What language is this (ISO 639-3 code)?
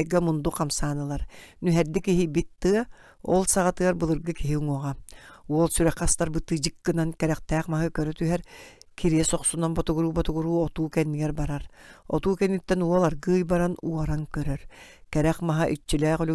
sah